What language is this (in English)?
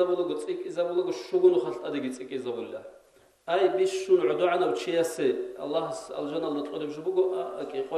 Avaric